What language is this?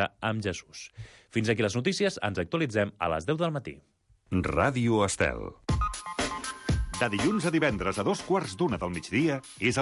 Catalan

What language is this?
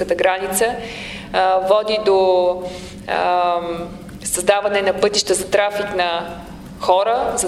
Bulgarian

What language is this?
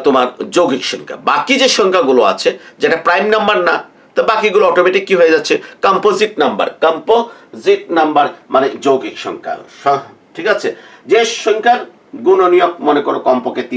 Bangla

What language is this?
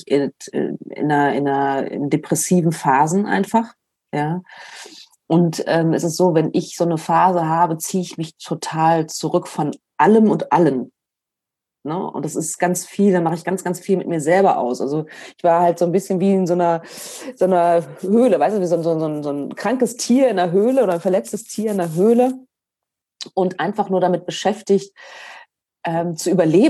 German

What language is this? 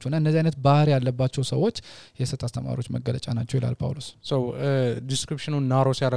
Amharic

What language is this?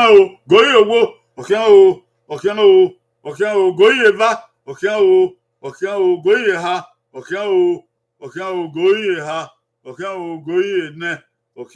Bini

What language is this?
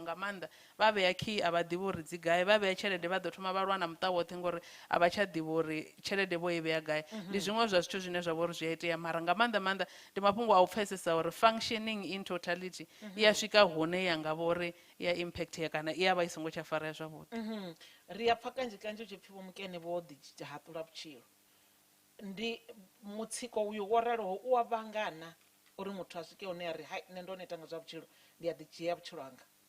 Venda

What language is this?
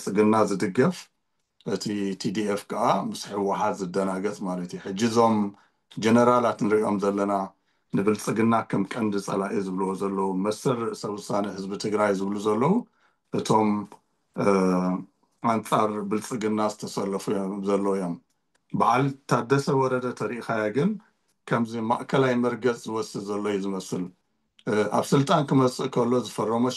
Tigrinya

